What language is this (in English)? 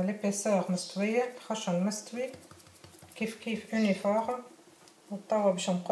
Tunisian Arabic